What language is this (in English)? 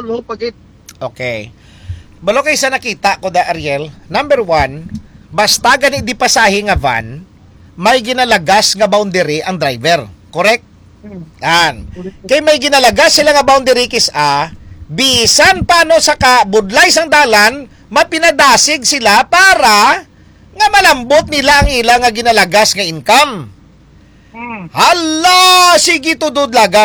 Hiligaynon